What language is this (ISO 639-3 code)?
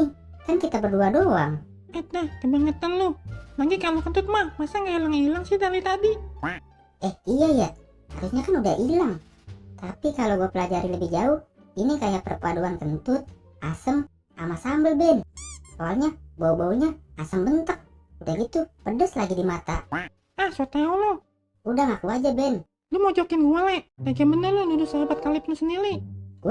bew